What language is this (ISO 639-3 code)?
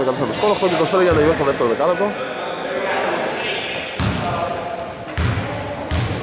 ell